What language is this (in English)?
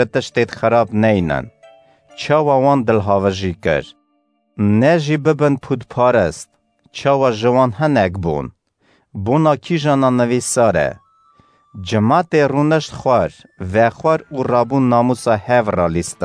Kurdish